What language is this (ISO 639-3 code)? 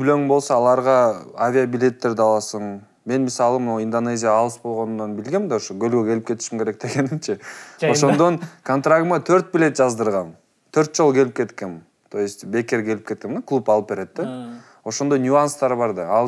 kir